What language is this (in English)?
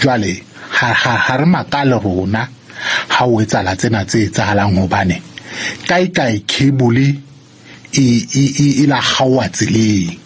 Southern Sotho